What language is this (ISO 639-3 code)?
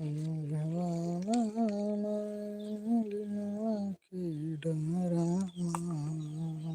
hne